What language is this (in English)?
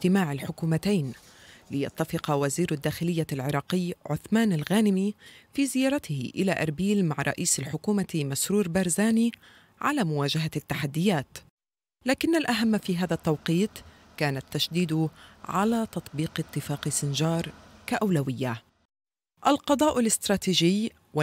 Arabic